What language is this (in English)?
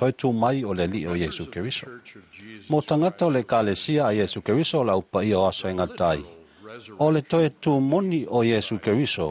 Samoan